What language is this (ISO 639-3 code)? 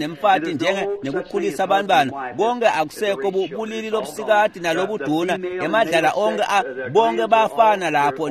ssw